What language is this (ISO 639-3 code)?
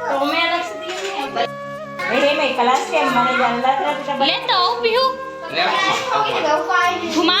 hne